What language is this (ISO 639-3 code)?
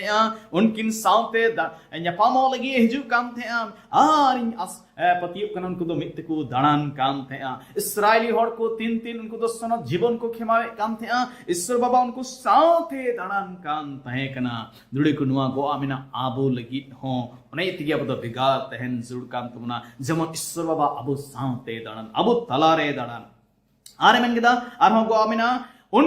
sat